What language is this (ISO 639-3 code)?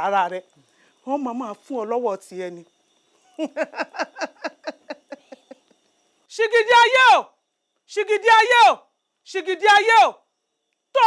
yor